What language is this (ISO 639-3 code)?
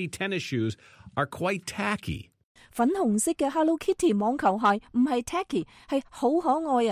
yue